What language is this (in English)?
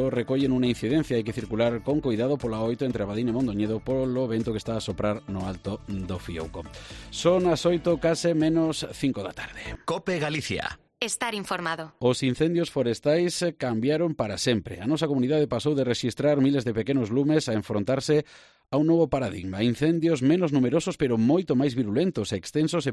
Galician